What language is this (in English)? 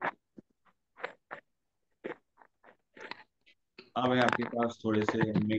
Hindi